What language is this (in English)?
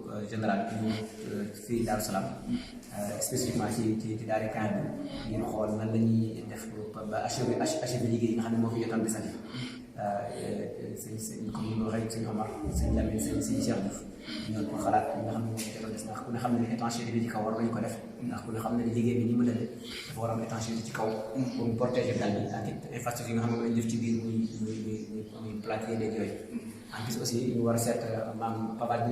Wolof